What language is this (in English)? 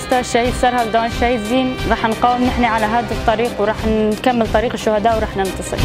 Kurdish